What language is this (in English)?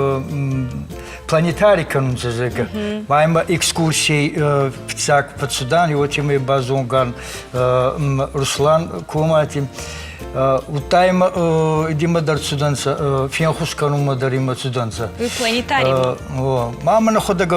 Ossetic